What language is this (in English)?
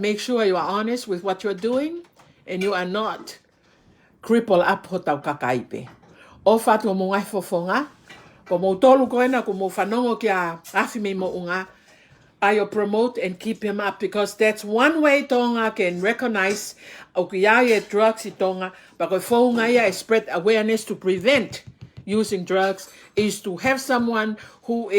Tongan